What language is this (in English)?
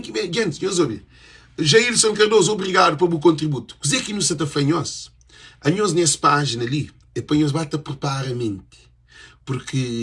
Kabuverdianu